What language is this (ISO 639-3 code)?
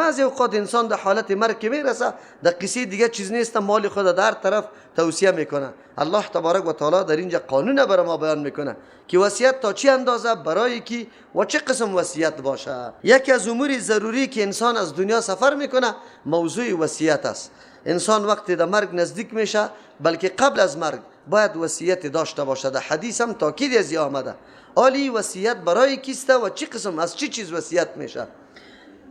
fas